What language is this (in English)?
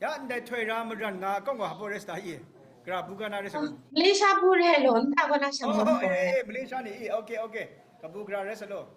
Kachin